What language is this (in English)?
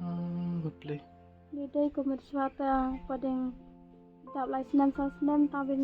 Khasi